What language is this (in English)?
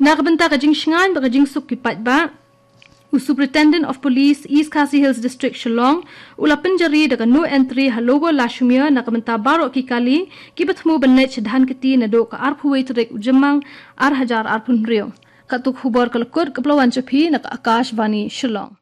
Khasi